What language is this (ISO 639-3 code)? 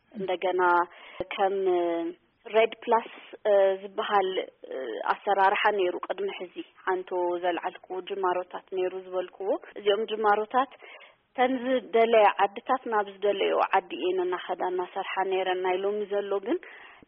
tir